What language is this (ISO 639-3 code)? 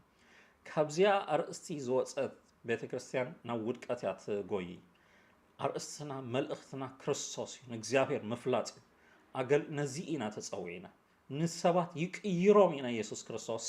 tir